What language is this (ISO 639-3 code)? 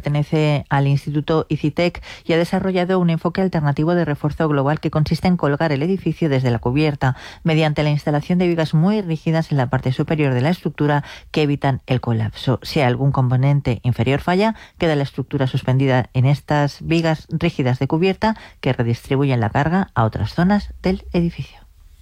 spa